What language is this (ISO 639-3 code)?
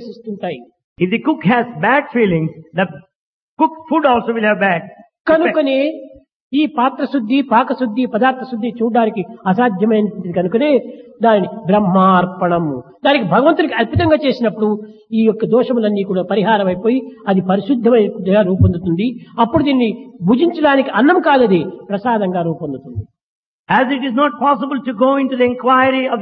tel